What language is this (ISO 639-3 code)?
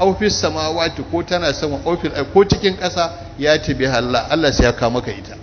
hau